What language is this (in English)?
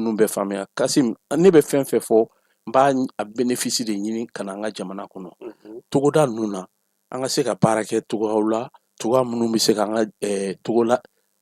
Bambara